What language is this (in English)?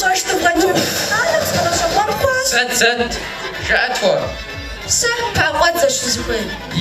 Kabardian